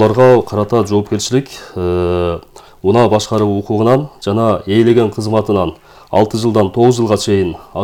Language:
Kyrgyz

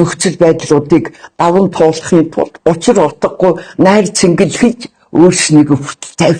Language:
Mongolian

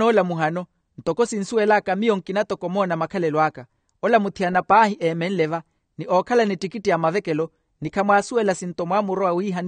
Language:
Makhuwa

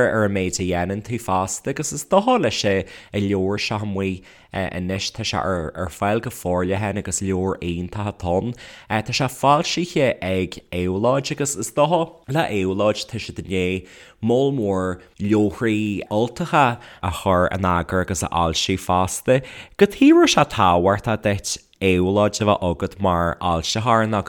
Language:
Irish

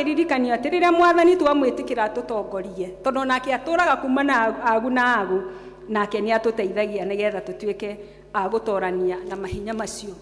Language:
Kikuyu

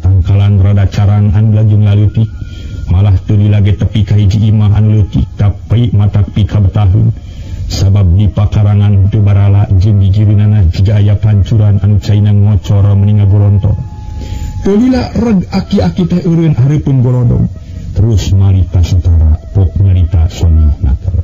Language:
Sundanese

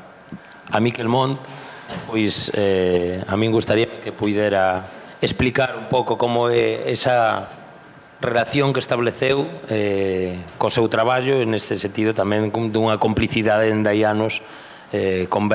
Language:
Galician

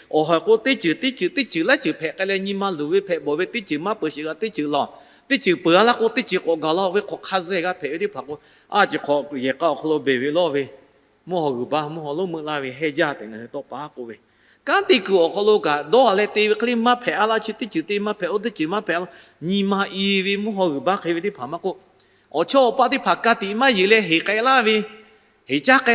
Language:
Lahu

